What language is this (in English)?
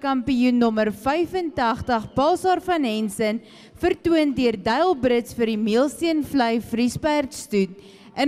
Afrikaans